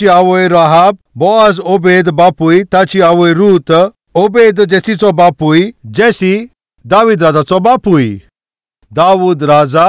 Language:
Konkani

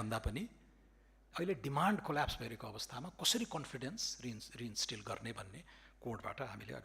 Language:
Nepali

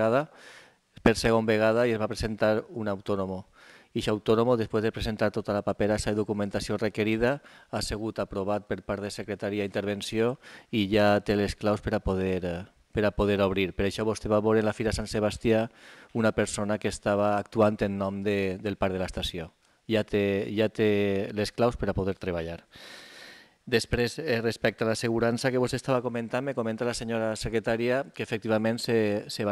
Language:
Catalan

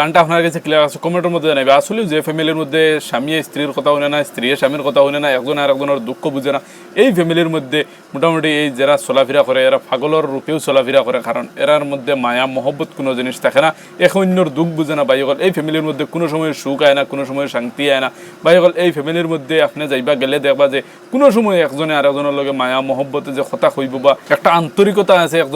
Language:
Sylheti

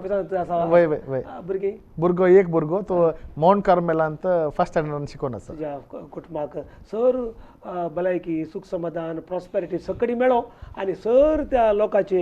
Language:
Konkani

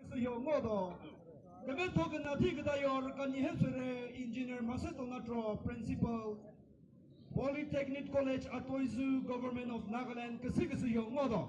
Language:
Chokri Naga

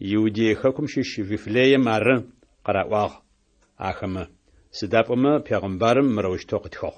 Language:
Adyghe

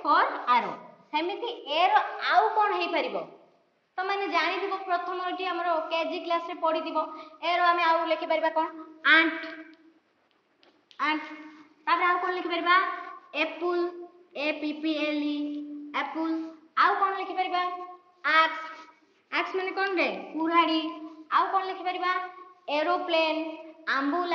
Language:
Odia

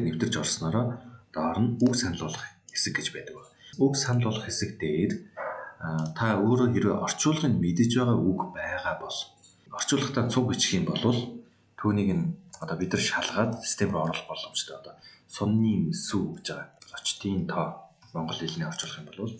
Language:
Mongolian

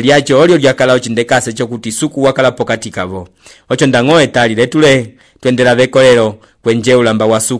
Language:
Umbundu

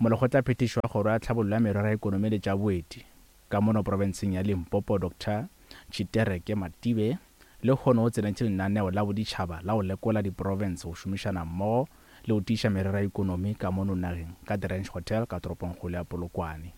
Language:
Northern Sotho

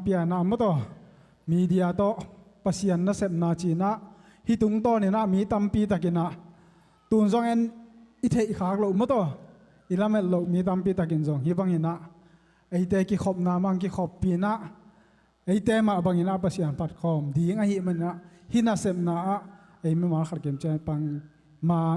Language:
Tedim Chin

